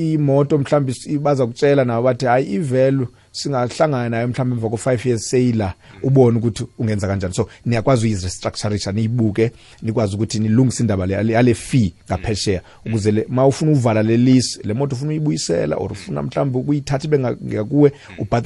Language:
South Ndebele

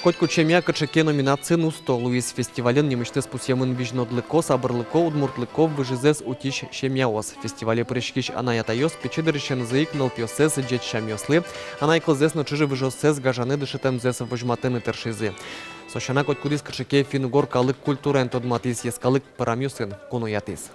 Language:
Udmurt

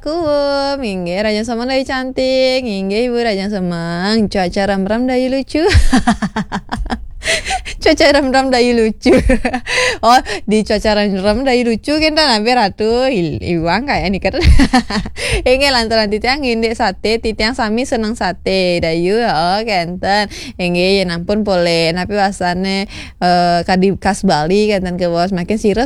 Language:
Balinese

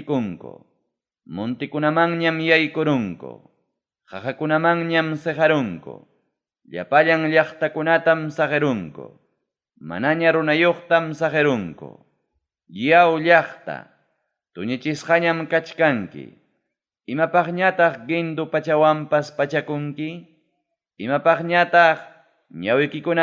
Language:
Ayacucho Quechua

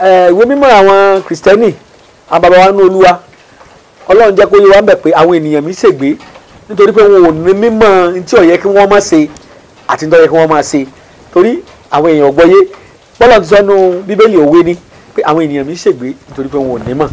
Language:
Yoruba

